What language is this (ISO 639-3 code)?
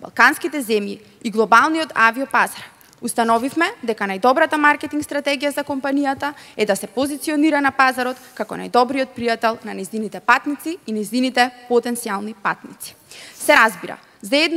mkd